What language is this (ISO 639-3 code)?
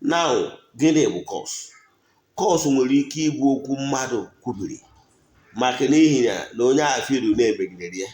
ibo